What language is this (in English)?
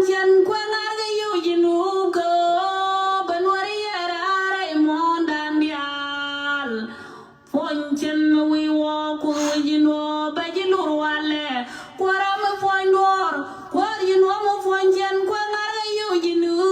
Nuer